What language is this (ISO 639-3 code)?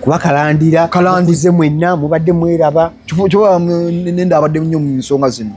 lug